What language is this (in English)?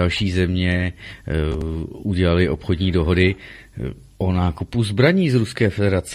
Czech